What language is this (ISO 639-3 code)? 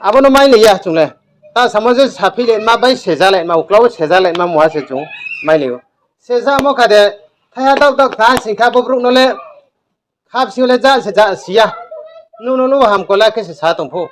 ria